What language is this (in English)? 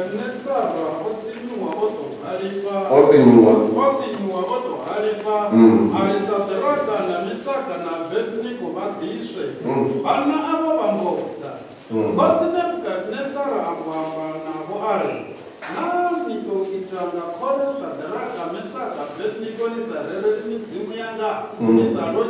Venda